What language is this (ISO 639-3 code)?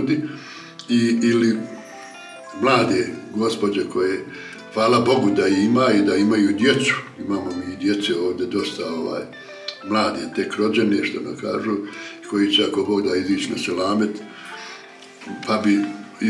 bos